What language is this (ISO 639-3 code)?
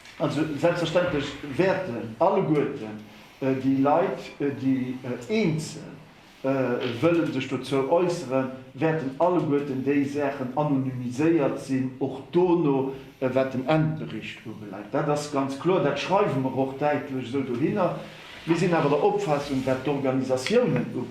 ltz